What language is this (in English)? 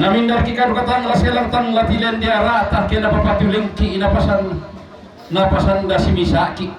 Toraja-Sa'dan